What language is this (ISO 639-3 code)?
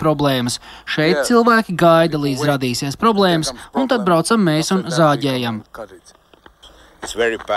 lav